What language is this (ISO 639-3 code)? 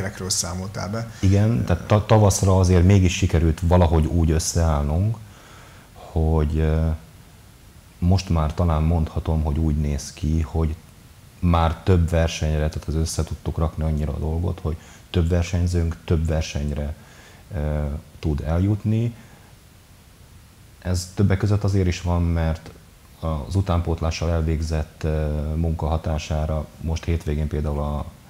hun